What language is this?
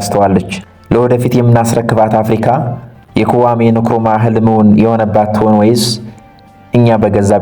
Amharic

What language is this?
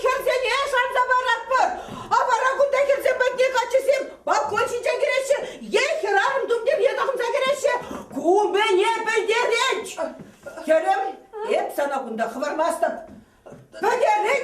Chuvash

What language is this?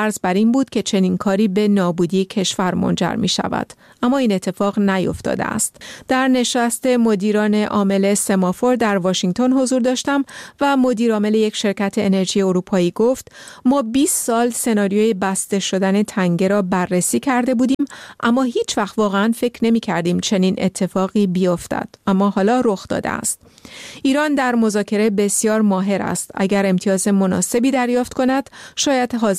Persian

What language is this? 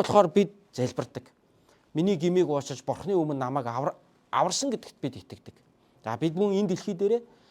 Mongolian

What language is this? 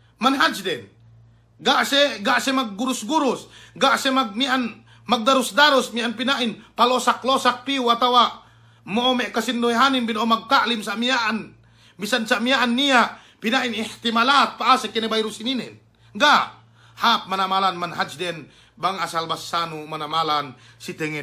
Yakan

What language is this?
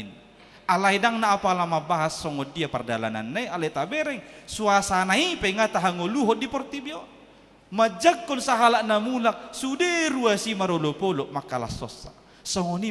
Batak Toba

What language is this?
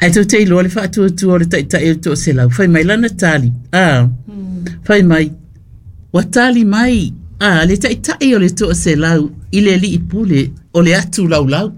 Samoan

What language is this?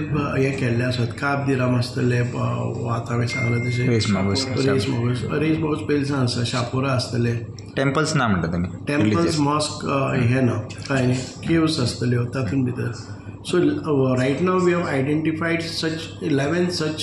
Konkani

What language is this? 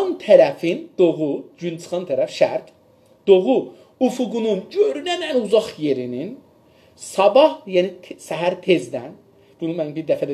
South Azerbaijani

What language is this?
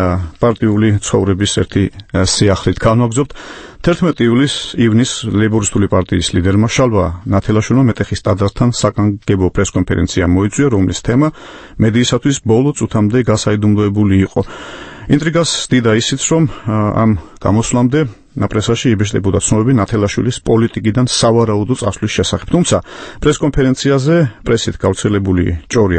Georgian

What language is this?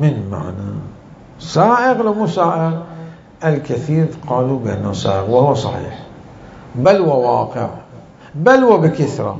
Mesopotamian Arabic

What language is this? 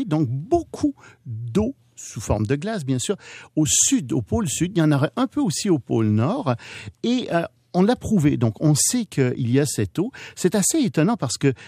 French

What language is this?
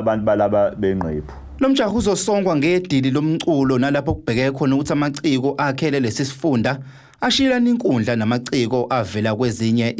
Zulu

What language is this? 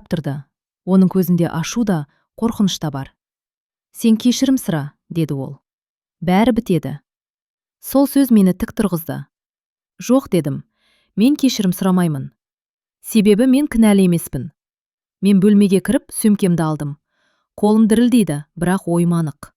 Kazakh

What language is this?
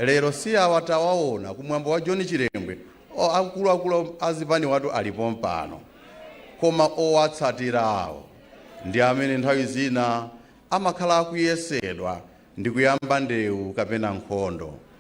Nyanja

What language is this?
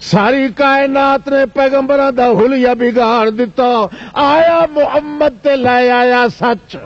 Western Panjabi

